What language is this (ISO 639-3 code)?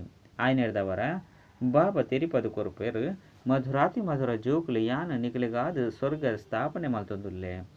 tcy